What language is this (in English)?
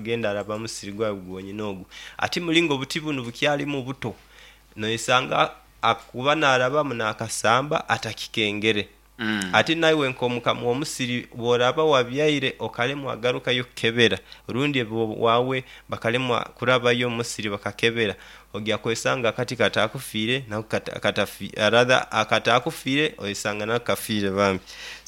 Nyoro